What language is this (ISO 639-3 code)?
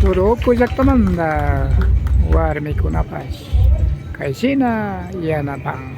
qvi